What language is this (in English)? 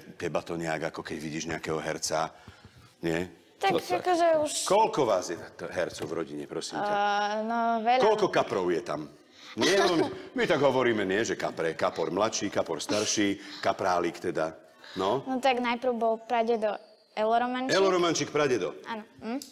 Slovak